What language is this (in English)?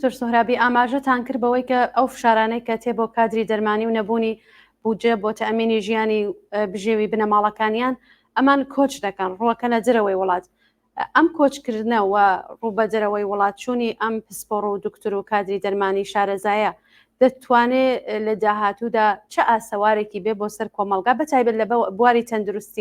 Central Kurdish